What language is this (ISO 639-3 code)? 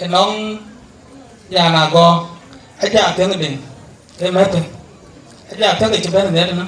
din